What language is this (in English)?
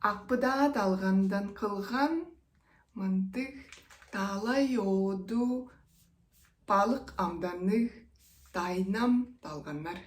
Tuvinian